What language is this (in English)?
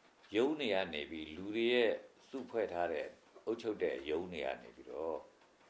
Burmese